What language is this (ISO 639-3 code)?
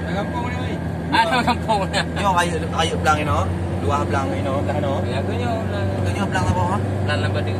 ace